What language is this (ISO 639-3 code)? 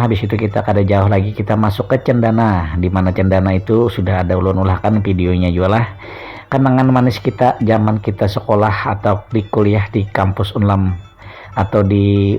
bjn